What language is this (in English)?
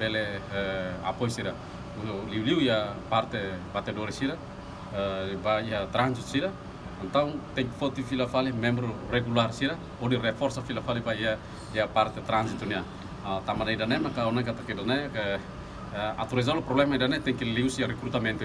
Tetum